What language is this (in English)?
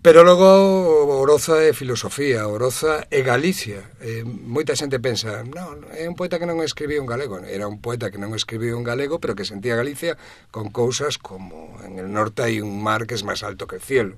Galician